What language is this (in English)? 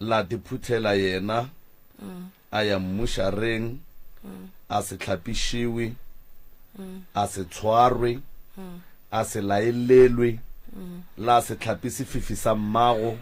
Northern Sotho